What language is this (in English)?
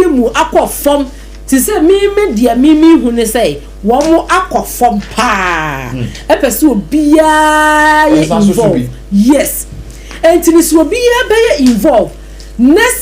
Akan